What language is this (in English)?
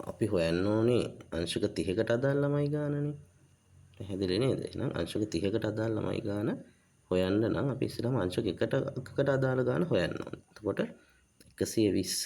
Sinhala